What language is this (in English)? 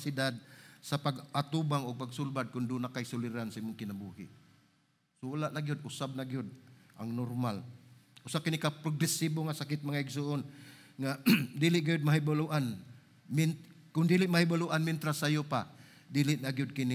Cebuano